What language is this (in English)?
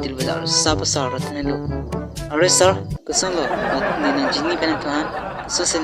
Karbi